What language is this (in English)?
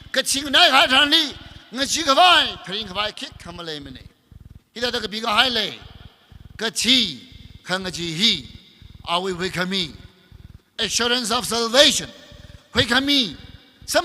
Tangkhul Naga (India)